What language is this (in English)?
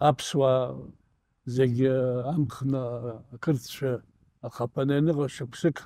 Abkhazian